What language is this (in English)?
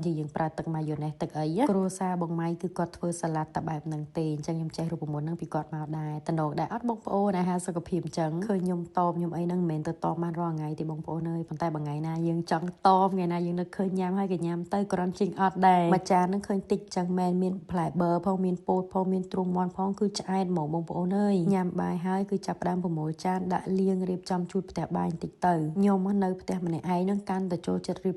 Khmer